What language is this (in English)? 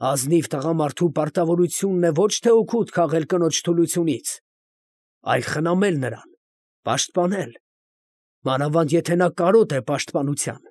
Armenian